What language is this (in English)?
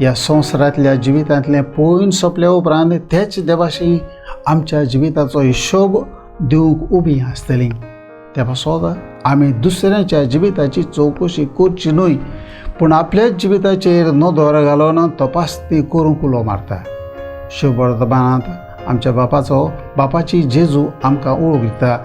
Konkani